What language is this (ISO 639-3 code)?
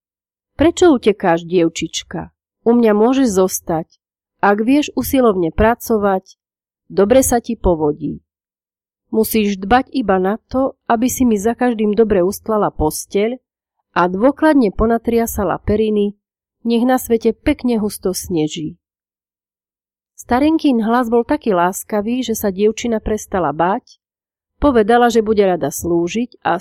slk